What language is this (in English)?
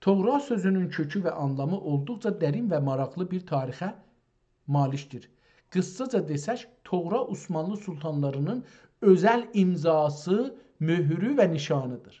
South Azerbaijani